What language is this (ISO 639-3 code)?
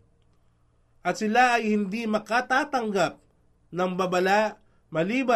fil